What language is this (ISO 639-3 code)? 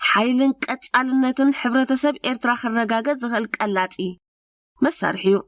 tir